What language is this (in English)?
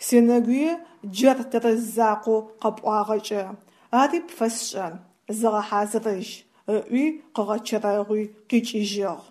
Adyghe